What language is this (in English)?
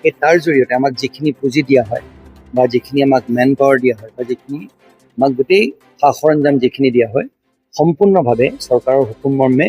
Assamese